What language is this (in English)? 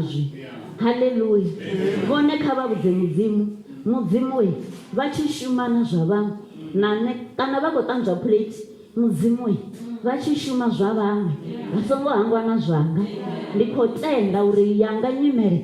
Venda